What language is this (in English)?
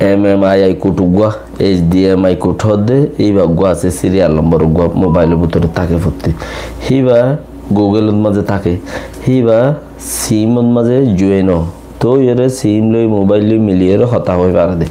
Rohingya